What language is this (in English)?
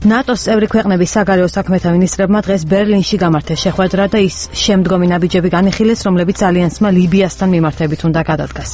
Georgian